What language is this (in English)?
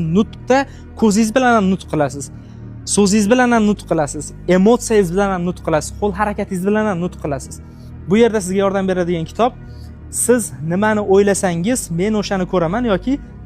Uzbek